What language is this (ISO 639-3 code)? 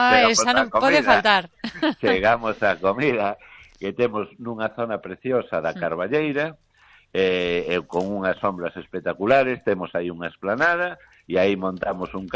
glg